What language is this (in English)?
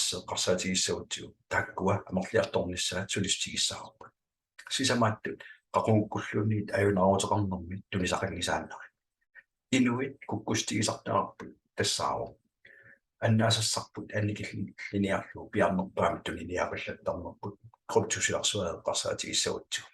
Kalaallisut